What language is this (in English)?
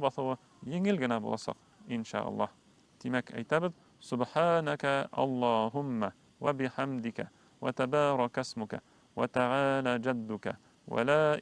Bashkir